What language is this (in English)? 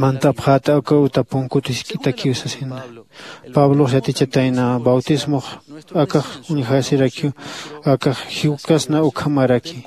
Aymara